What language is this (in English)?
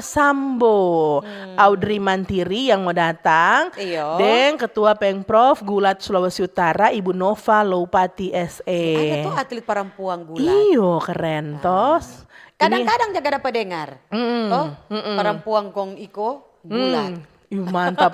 Manado Malay